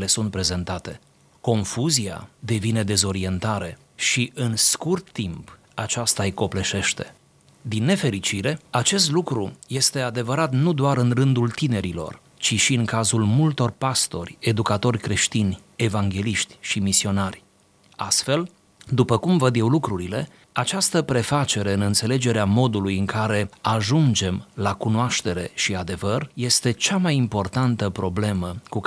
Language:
Romanian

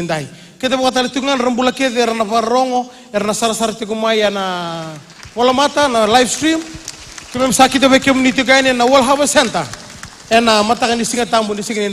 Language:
Fijian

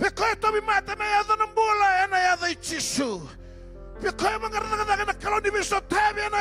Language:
Fijian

